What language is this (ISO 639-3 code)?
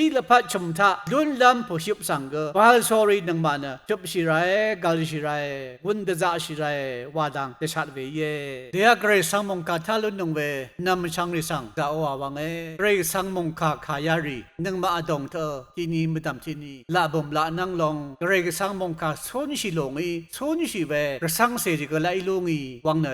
raw